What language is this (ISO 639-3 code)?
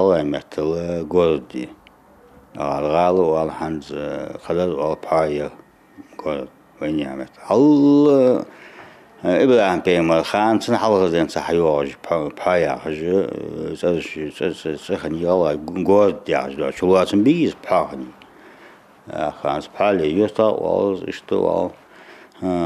inh